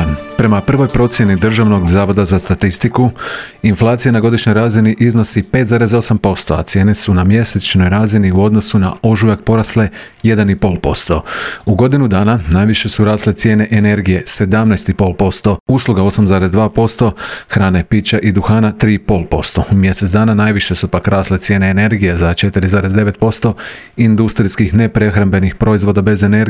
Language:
Croatian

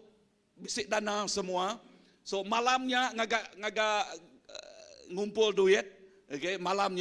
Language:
Iban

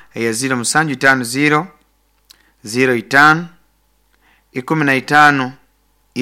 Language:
Nyoro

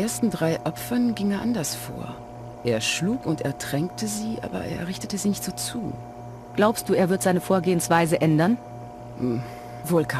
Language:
Bavarian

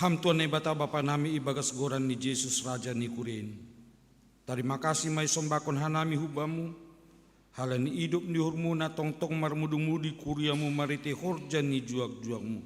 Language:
Batak Simalungun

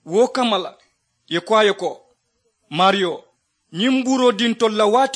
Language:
Mandingo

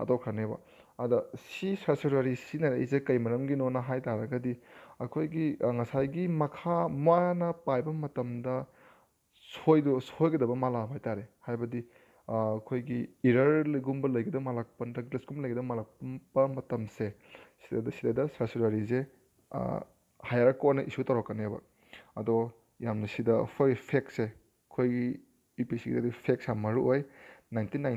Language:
Manipuri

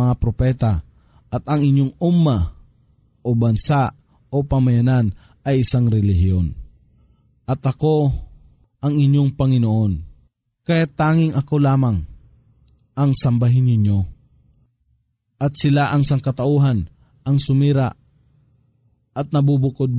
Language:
Filipino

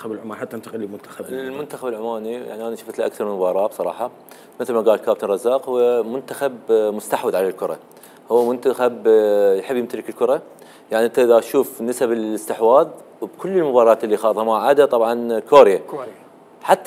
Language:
Mesopotamian Arabic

